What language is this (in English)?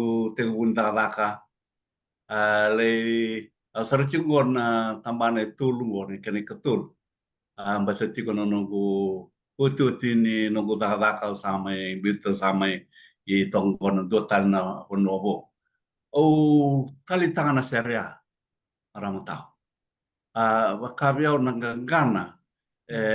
Fijian